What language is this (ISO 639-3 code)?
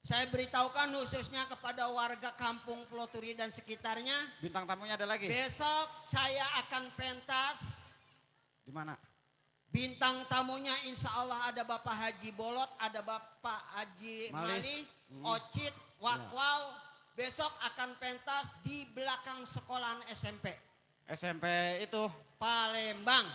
bew